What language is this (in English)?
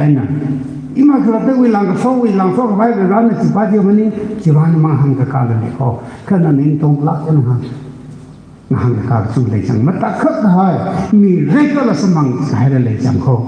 Tangkhul Naga (India)